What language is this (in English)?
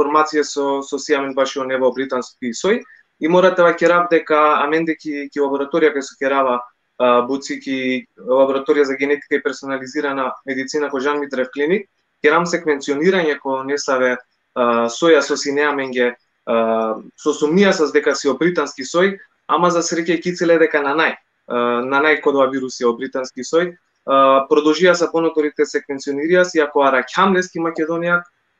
Balkan Romani